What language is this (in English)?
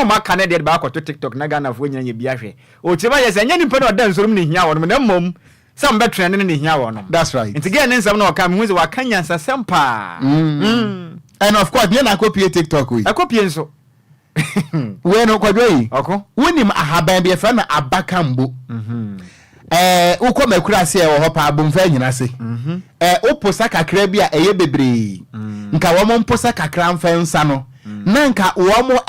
Akan